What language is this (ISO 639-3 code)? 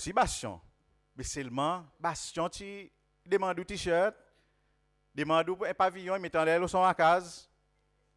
crs